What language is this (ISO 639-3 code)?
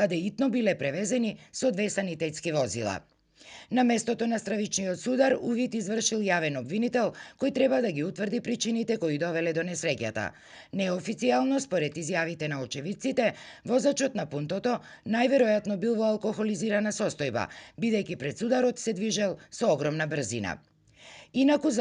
mkd